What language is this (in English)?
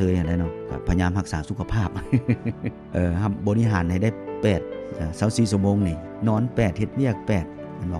Lao